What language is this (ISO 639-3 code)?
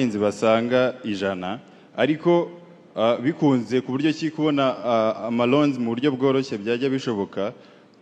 kin